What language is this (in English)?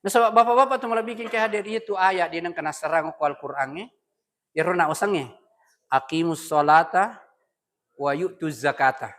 Buginese